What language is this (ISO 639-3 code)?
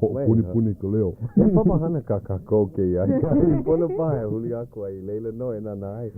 haw